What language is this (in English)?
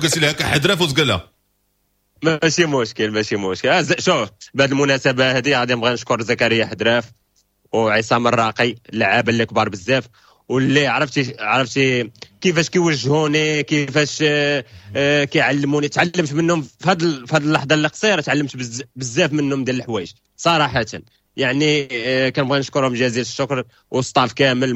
Moroccan Arabic